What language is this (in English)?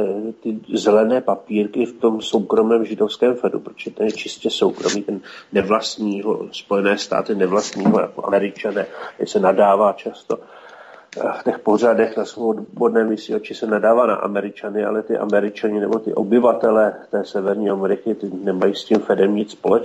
Czech